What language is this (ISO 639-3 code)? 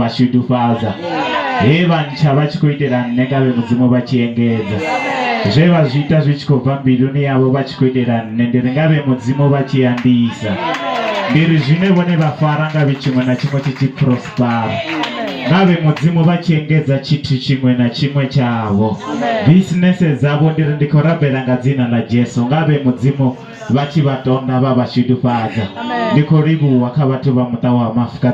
ven